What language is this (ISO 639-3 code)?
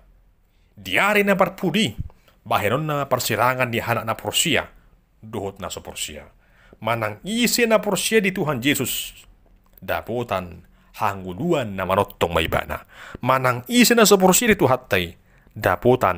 bbc